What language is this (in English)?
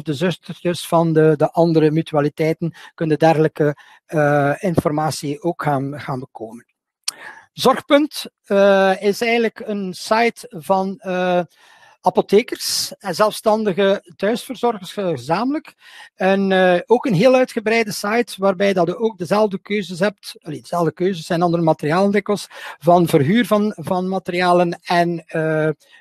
Dutch